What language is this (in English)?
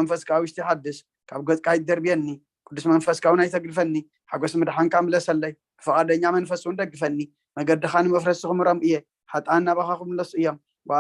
Tigrinya